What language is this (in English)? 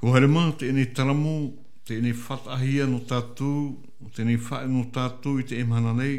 Tahitian